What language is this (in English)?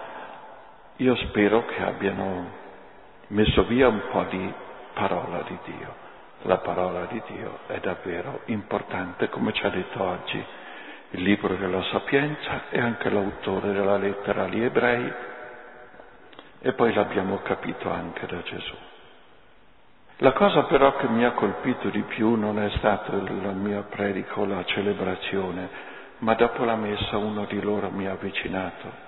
Italian